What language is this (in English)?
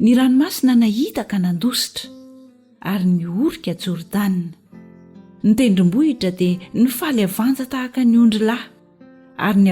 Malagasy